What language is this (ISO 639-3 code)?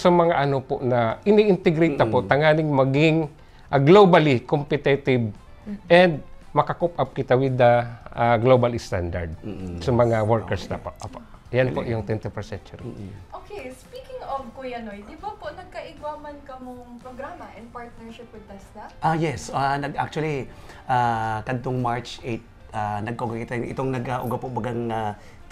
bik